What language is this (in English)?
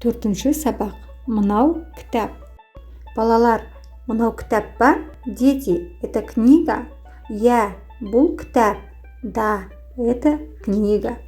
Kazakh